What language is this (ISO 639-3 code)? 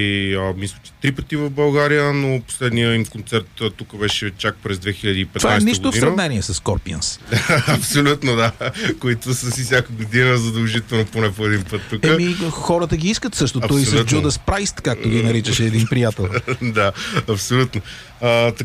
bul